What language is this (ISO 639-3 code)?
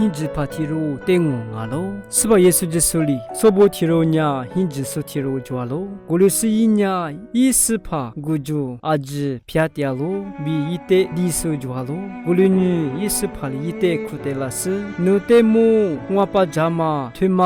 lis